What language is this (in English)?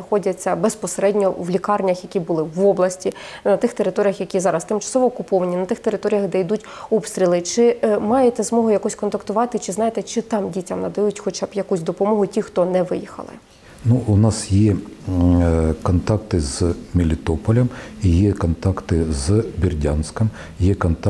Ukrainian